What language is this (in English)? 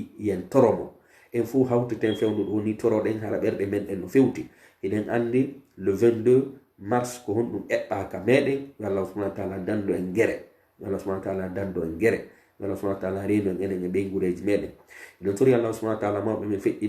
Pular